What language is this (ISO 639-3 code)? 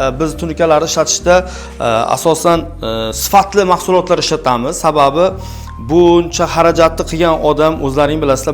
uzb